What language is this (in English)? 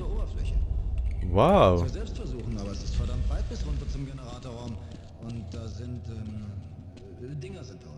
Swiss German